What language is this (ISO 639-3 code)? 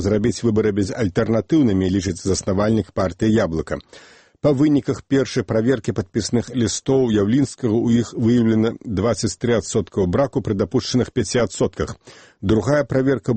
bel